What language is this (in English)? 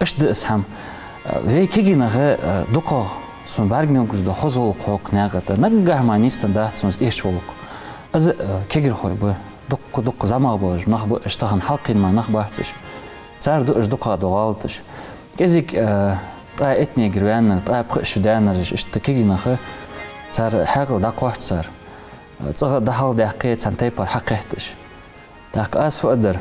Ingush